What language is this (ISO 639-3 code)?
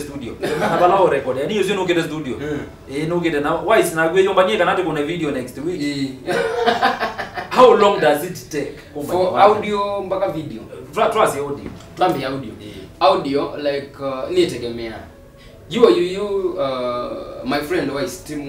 swa